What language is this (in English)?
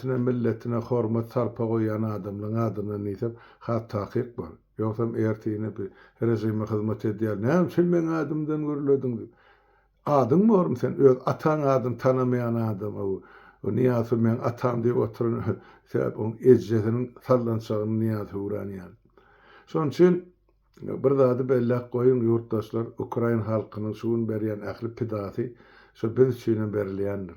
Turkmen